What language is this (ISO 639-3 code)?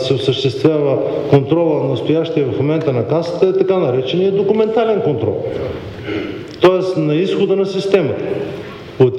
bul